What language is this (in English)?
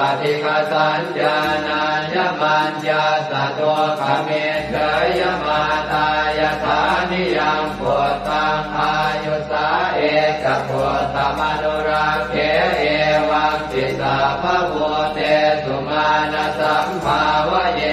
Pali